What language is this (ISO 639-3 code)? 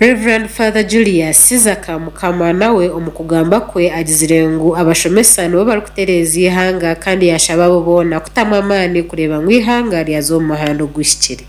nyn